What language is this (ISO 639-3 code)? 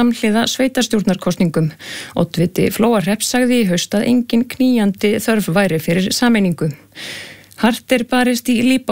isl